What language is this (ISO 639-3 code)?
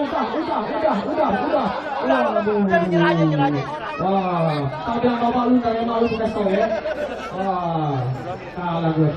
bew